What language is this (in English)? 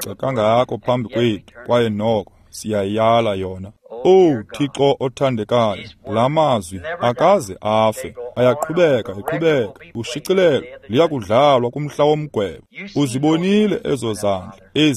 Xhosa